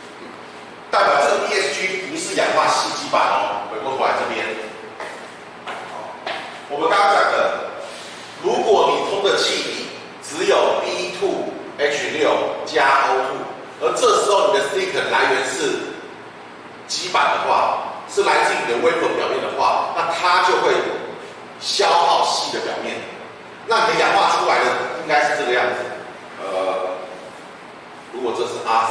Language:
Chinese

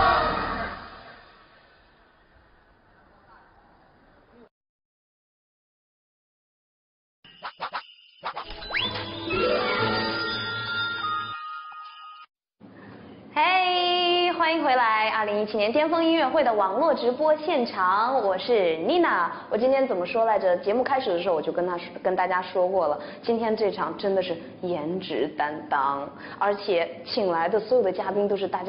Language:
Chinese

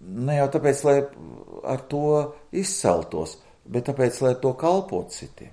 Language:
Latvian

